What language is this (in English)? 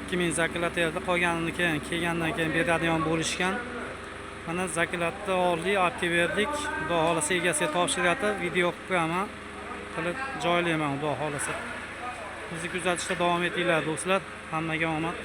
Uzbek